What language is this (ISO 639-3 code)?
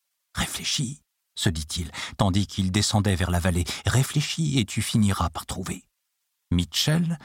fra